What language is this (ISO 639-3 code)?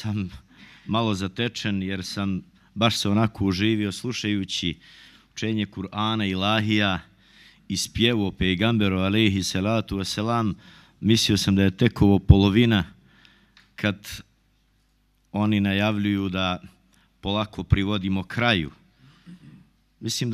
bos